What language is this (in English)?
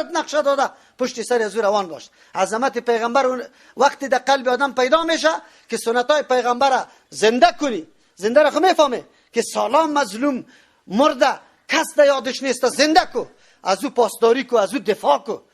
Persian